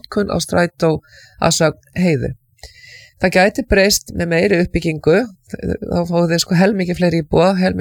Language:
Icelandic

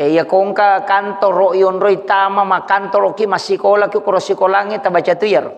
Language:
Buginese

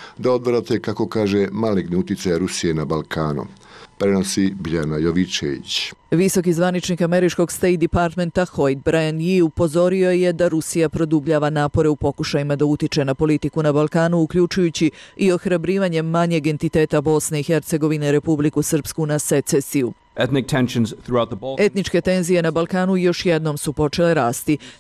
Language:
Croatian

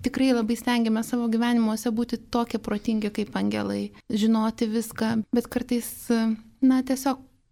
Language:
Lithuanian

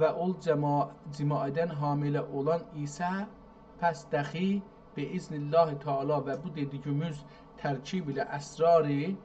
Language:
South Azerbaijani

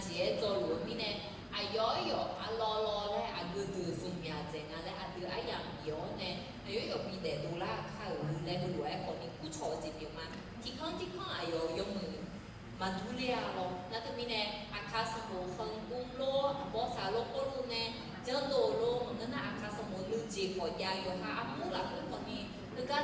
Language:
Akha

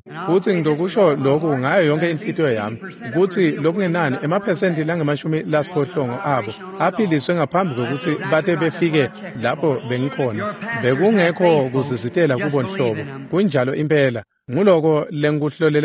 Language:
Swati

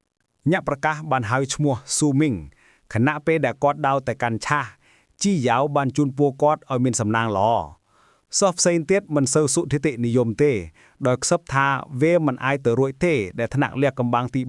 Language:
Khmer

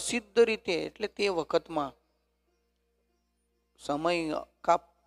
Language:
Gujarati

